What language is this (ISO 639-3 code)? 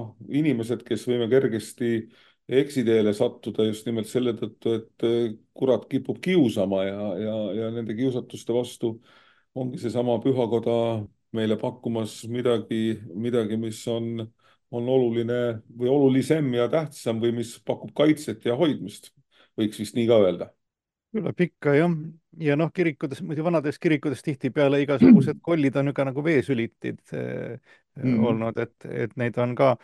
est